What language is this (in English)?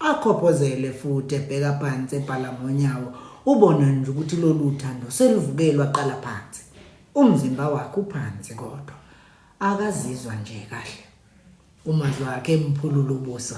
Zulu